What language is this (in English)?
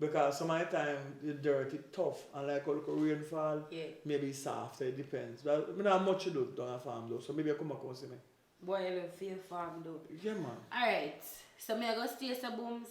Jamaican Creole English